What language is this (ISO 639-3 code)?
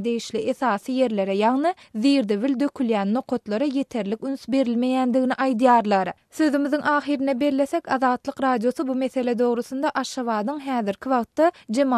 tuk